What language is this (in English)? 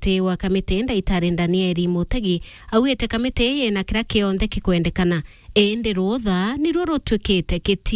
Meru